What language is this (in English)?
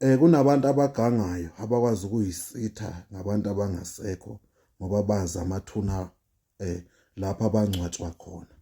Zulu